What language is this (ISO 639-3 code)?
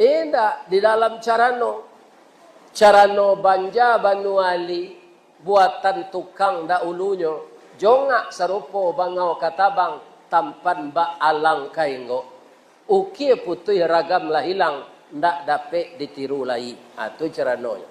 min